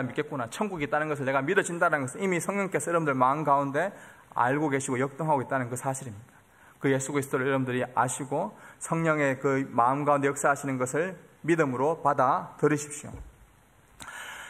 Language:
Korean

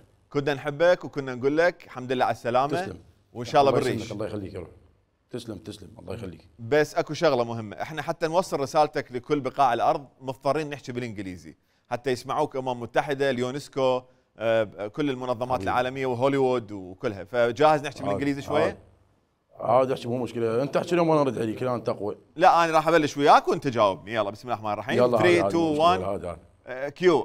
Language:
Mesopotamian Arabic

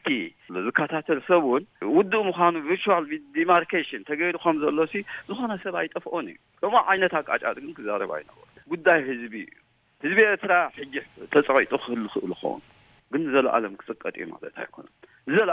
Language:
Tigrinya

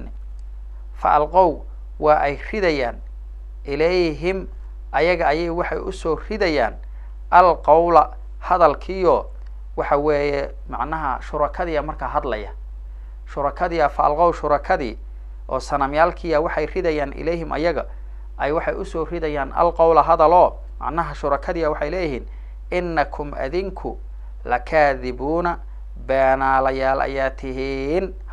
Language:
Somali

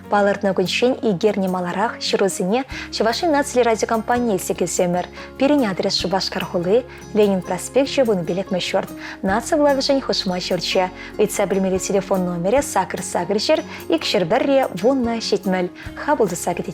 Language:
Chuvash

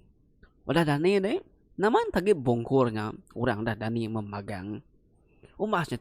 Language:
Iban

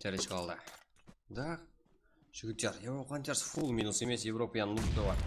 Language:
Kara-Kalpak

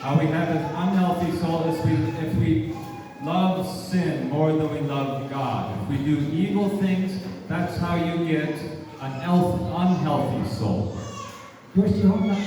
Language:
Kekchí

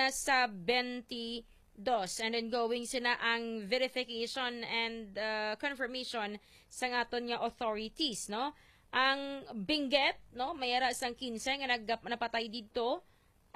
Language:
Hiligaynon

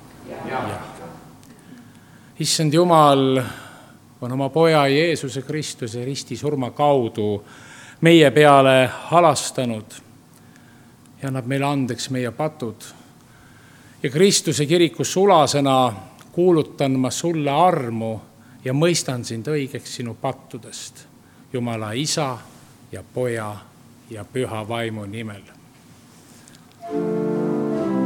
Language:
Estonian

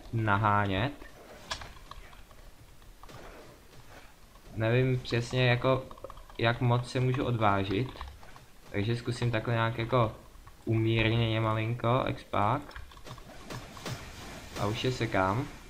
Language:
Czech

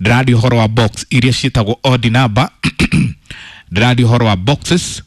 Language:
Kikuyu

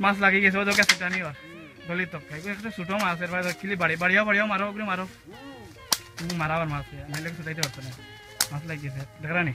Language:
Sylheti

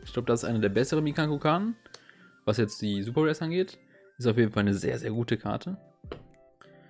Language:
German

